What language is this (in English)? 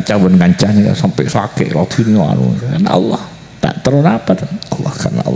Madurese